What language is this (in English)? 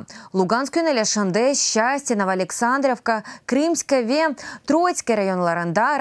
Crimean Tatar